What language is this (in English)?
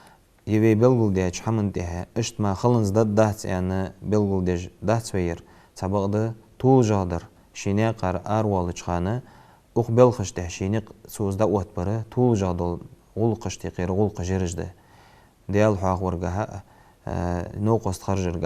Ingush